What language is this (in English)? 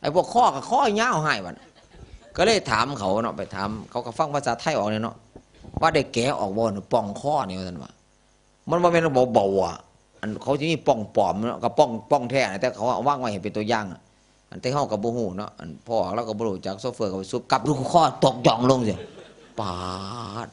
Northeastern Thai